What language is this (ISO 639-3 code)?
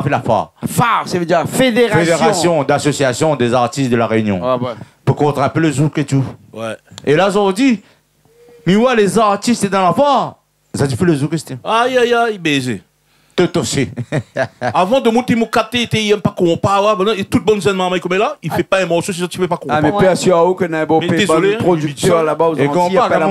rcf